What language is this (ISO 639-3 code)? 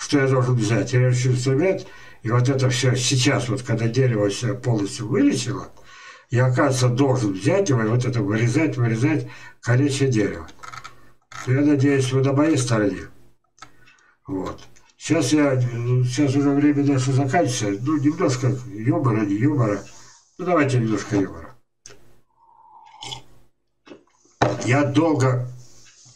rus